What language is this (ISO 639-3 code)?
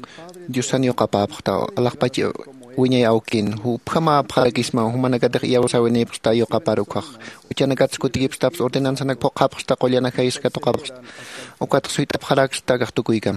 aym